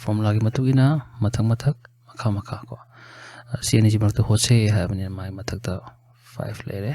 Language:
Manipuri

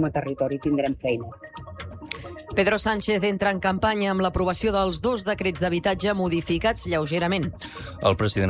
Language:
Catalan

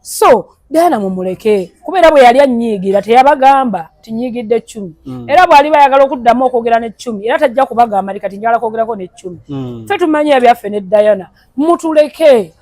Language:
Ganda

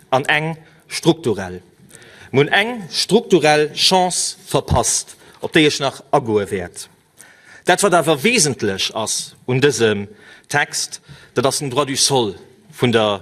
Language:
Luxembourgish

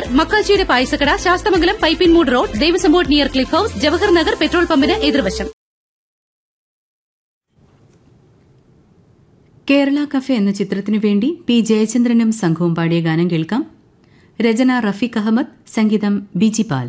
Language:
Malayalam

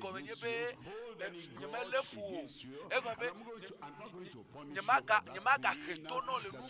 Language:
Ewe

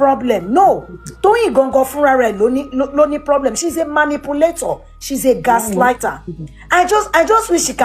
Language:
Yoruba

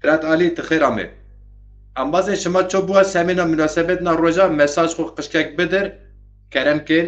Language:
Zaza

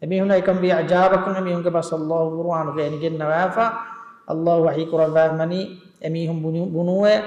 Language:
Divehi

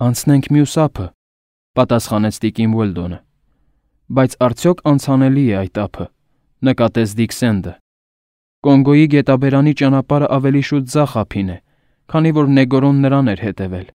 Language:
Armenian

